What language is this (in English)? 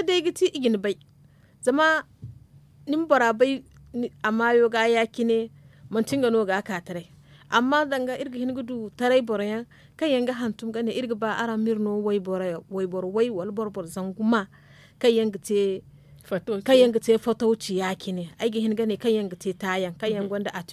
Zarma